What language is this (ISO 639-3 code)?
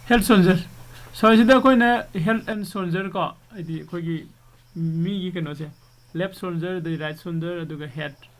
mni